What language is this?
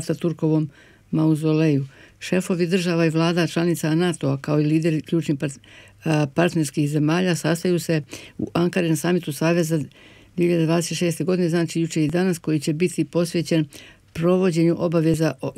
Bosnian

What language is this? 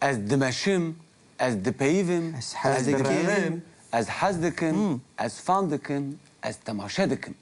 Kurdish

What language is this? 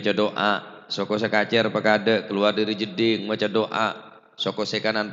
Madurese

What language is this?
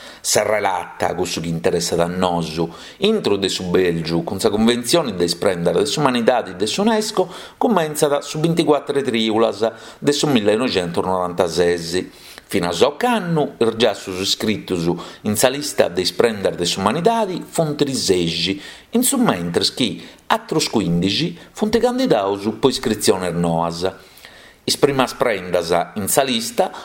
Sardinian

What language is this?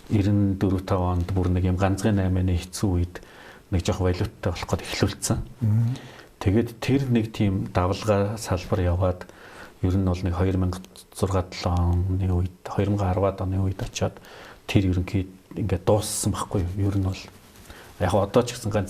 Mongolian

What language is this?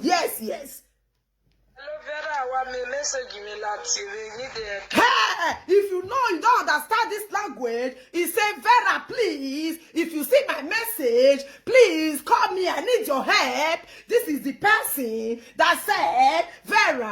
Nigerian Pidgin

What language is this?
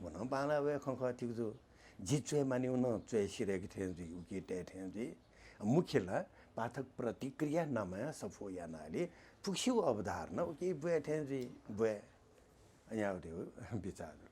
Newari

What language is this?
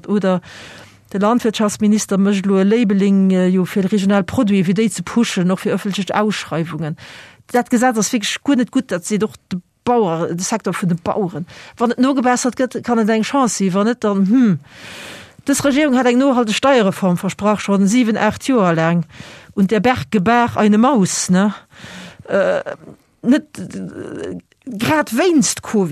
Luxembourgish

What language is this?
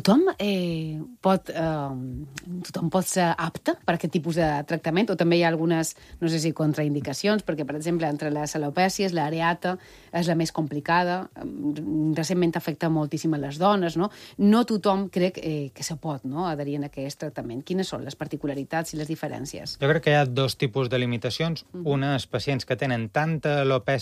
Catalan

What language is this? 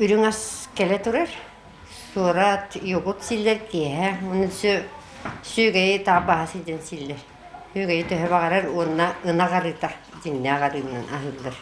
Yakut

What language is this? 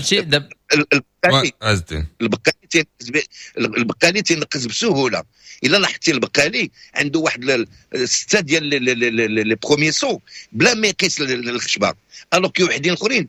Moroccan Arabic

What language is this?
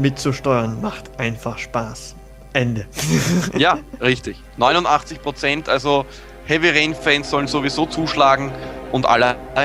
German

